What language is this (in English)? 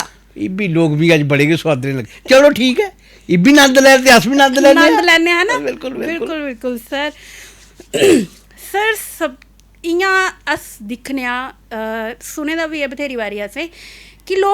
Dogri